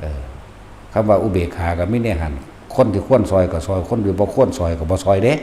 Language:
Northeastern Thai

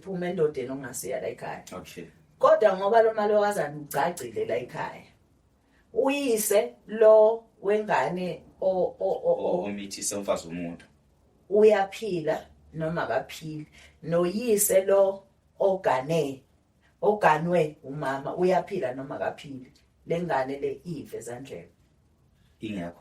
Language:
Zulu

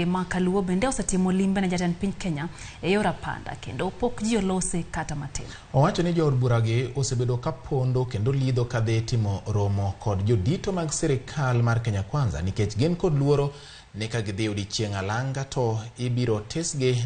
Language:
Luo (Kenya and Tanzania)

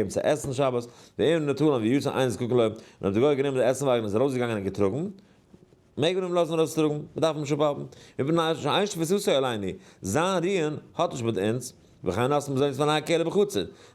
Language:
Yiddish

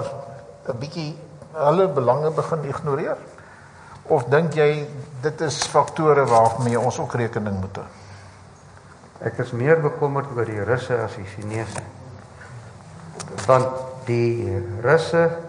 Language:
Afrikaans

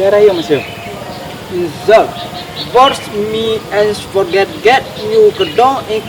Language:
Minangkabau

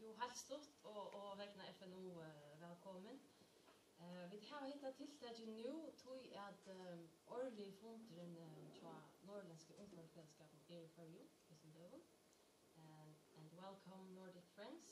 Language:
Faroese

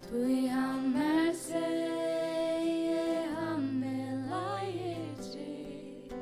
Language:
Faroese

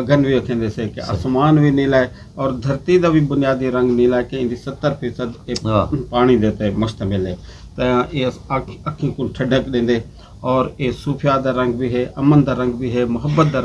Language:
Saraiki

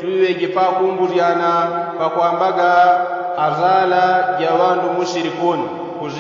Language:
Yao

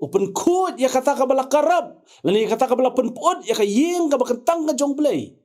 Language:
Khasi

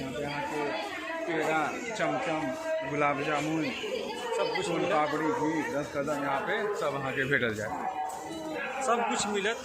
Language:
Maithili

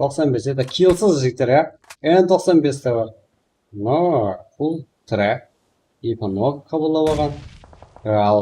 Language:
Kara-Kalpak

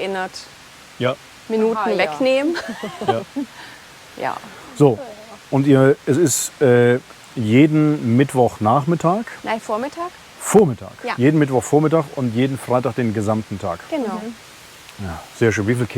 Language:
Swiss German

